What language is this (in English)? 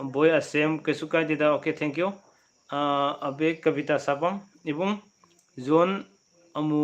Manipuri